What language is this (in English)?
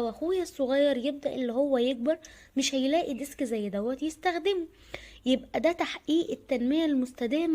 Egyptian Arabic